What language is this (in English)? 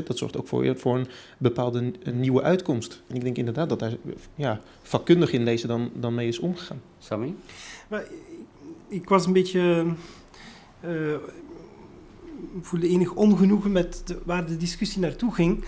Dutch